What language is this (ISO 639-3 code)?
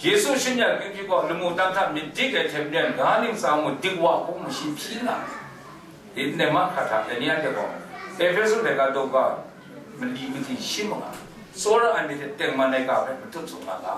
kac